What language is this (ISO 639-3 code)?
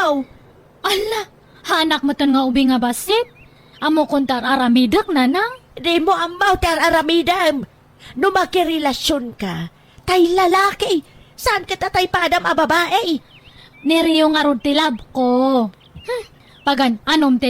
ilo